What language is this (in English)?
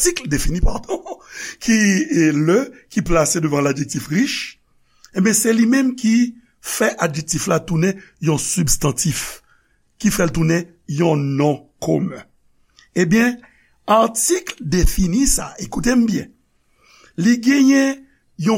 Haitian Creole